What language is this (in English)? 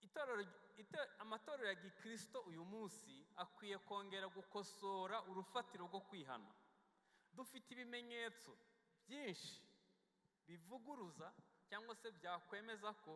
Kinyarwanda